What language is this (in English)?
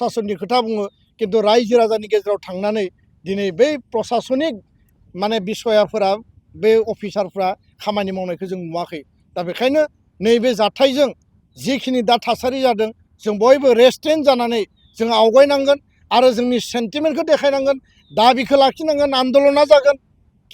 Bodo